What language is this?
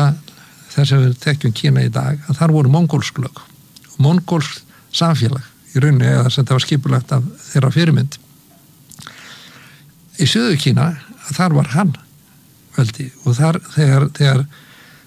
Icelandic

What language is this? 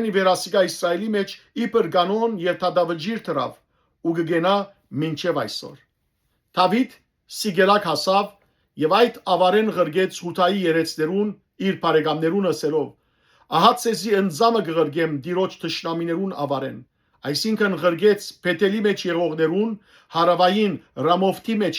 Western Armenian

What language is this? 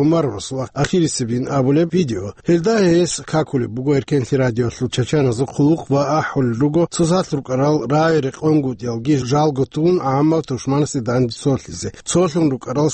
Avaric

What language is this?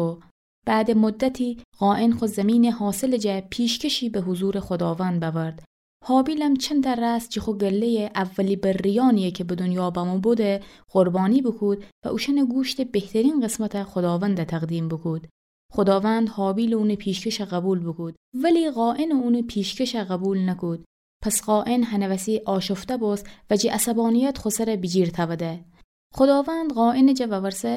Gilaki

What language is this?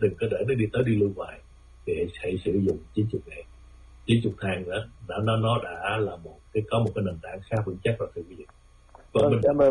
Vietnamese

